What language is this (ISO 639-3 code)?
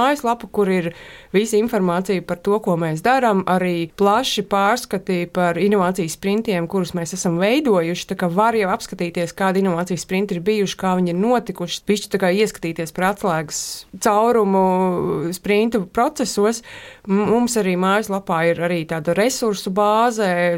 lav